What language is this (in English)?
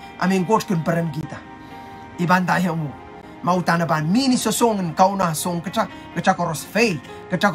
Pohnpeian